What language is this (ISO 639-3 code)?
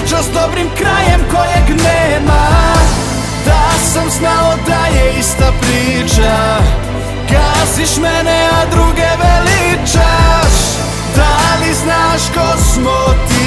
srp